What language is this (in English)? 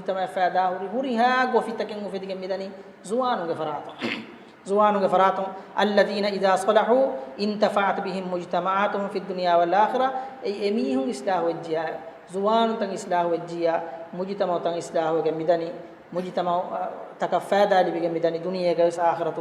Divehi